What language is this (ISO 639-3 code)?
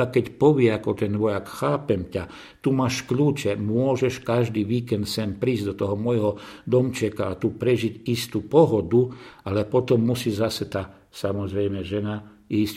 slk